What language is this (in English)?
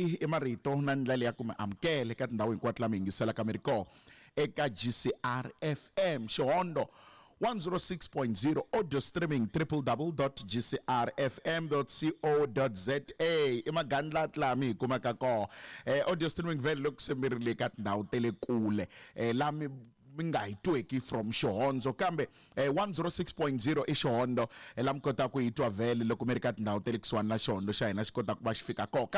Tsonga